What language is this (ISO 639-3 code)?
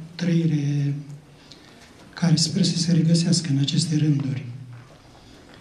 ron